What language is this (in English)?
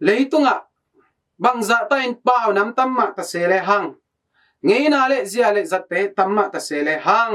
Tedim Chin